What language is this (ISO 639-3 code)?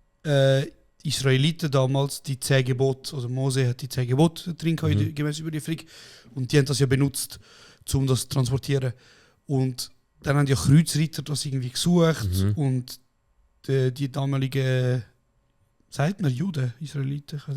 gsw